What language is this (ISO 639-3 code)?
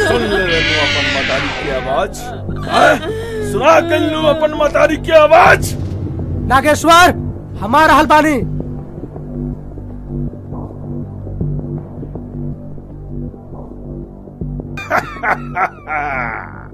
bho